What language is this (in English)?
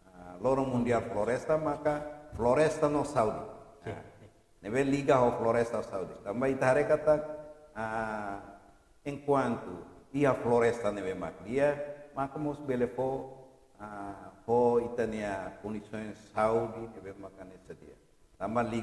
Tetum